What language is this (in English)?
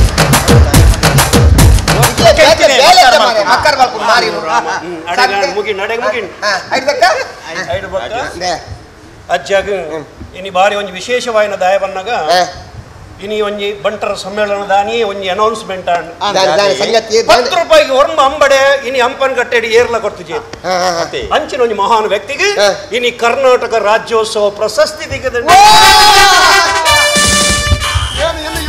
Tulu